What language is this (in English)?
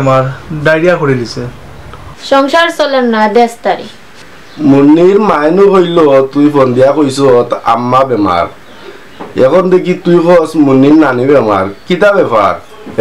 Sylheti